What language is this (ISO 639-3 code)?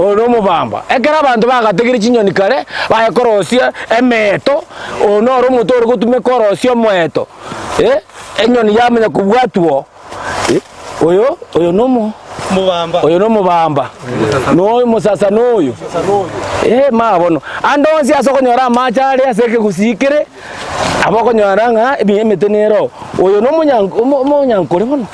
guz